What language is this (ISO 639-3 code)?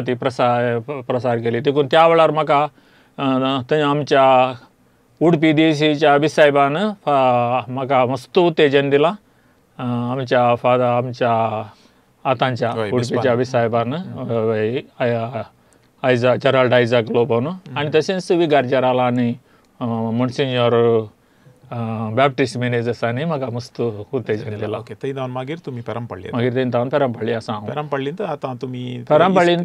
kok